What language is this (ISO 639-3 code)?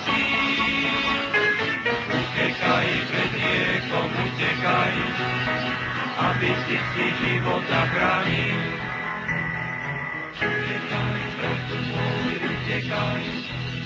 slk